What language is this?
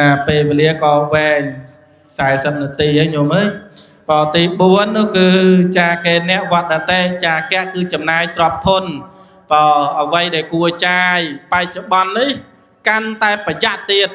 Khmer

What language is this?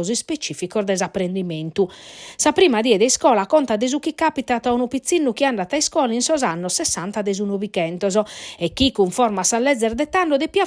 Sardinian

